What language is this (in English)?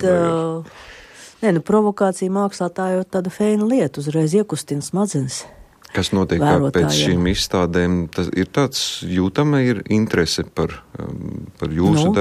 Latvian